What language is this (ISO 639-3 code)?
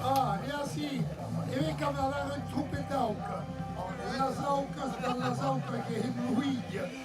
oci